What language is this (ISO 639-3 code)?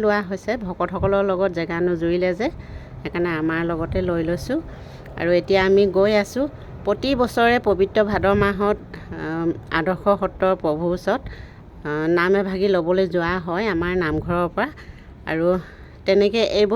asm